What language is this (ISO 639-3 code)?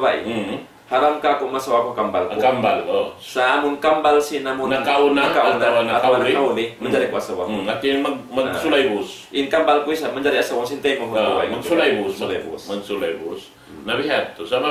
tsg